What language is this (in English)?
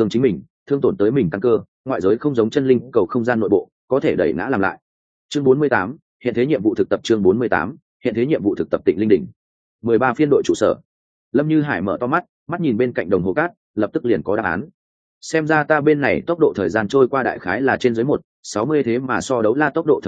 Vietnamese